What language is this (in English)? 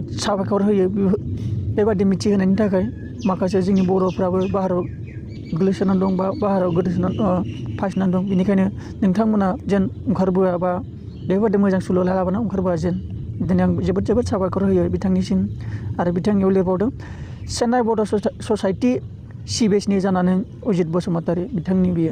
Bodo